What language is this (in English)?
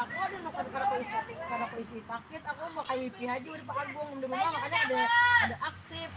Banjar